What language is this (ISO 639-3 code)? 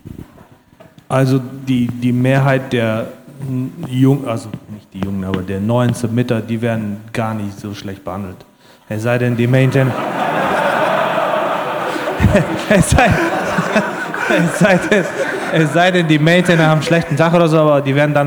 deu